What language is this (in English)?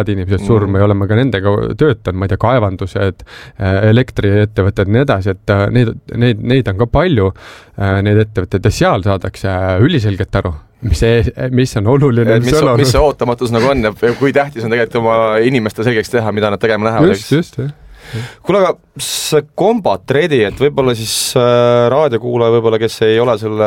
Estonian